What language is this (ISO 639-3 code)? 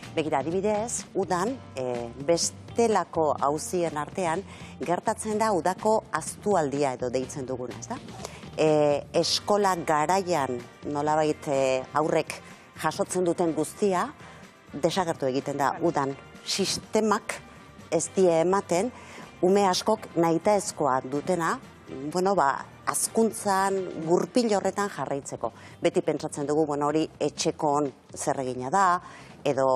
eus